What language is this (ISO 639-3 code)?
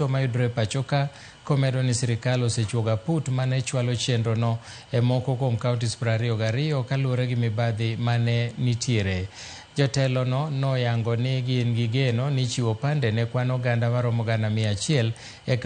luo